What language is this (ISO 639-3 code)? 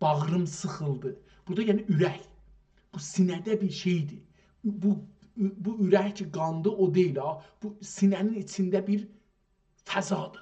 azb